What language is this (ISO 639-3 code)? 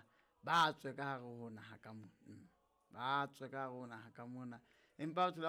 sot